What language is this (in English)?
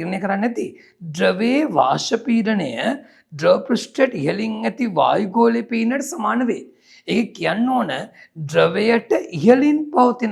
Sinhala